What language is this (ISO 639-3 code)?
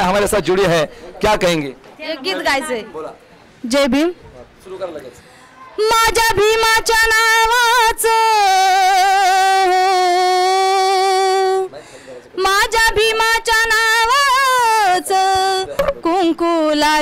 mar